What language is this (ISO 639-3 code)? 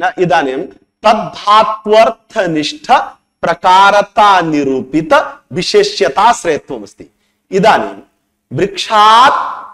san